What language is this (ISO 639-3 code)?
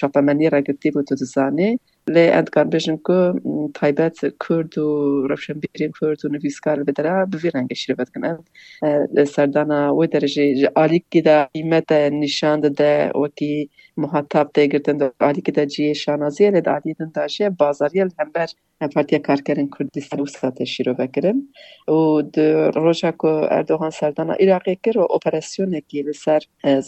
kur